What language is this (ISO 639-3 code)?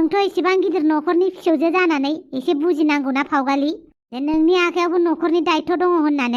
brx